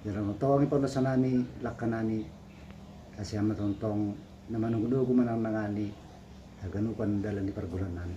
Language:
Batak Simalungun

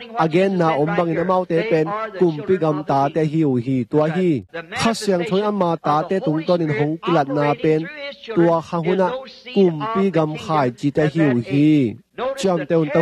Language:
Tedim Chin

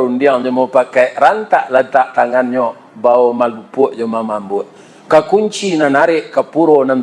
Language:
Minangkabau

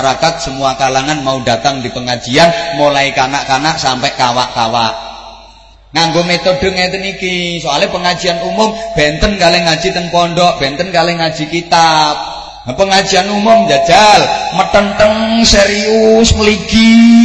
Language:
Javanese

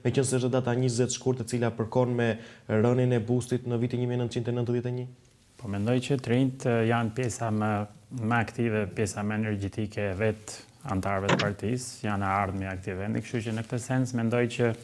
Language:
Albanian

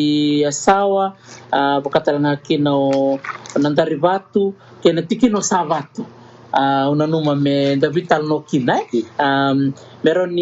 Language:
Fijian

